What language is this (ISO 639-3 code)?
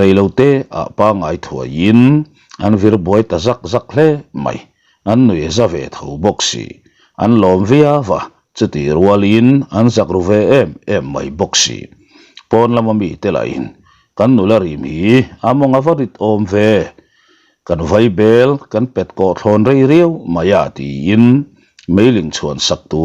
lus